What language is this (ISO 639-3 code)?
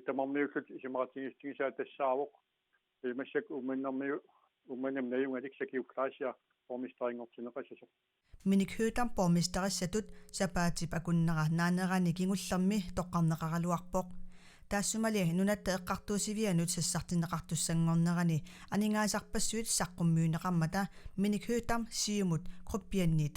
kal